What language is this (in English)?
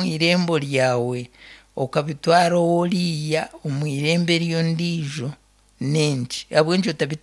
Nyankole